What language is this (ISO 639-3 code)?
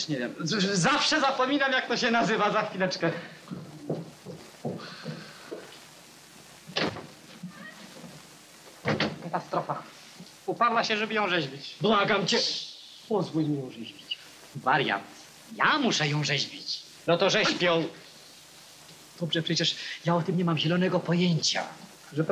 pol